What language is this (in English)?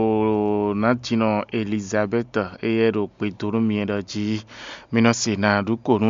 Fon